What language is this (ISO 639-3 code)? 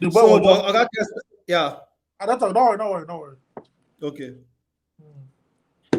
pcm